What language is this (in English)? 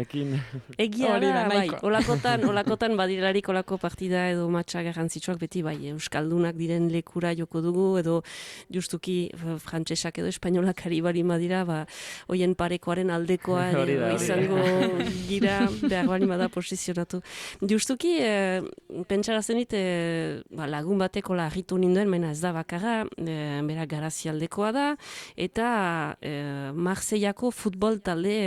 Basque